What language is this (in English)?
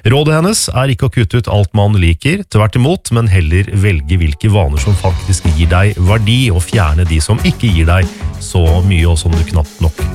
Norwegian